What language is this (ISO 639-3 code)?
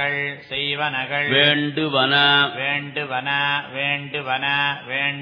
tam